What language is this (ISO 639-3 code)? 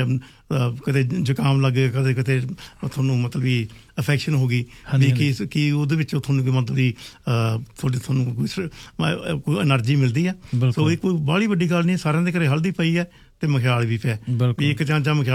pan